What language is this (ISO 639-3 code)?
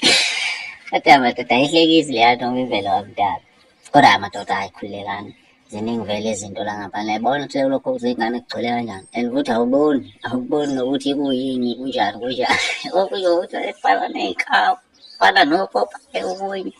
zul